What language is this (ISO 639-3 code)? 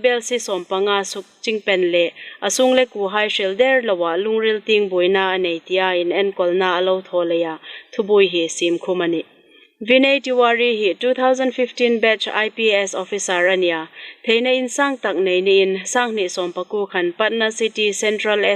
hmr